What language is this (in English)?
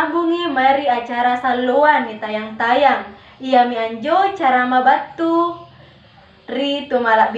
Makasar